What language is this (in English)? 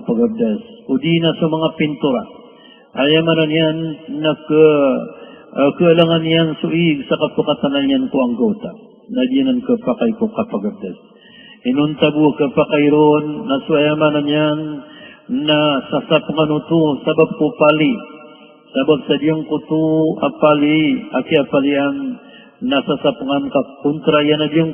Maranao